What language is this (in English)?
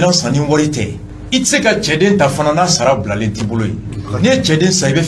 Bambara